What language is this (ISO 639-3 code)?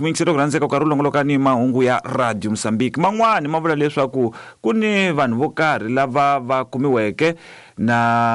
tso